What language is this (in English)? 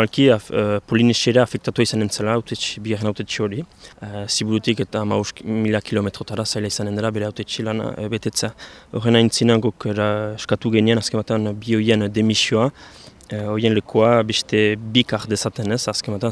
Basque